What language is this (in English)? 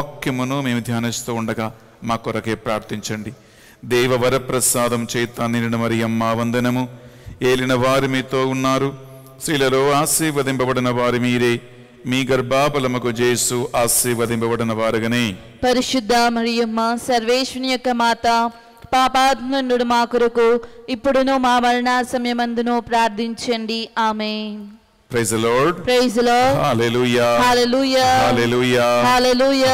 Telugu